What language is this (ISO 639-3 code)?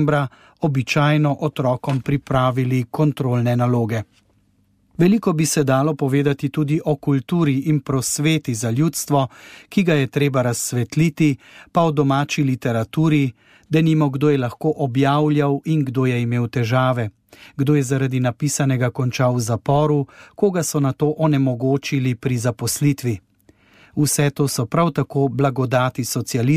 slv